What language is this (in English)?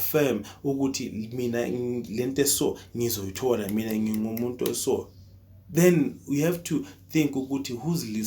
Zulu